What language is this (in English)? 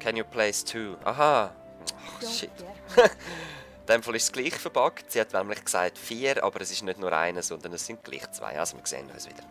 Swiss German